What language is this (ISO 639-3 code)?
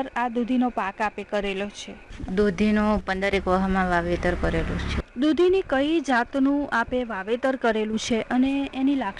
guj